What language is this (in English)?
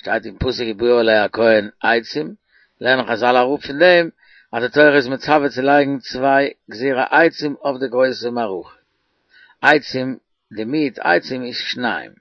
Yiddish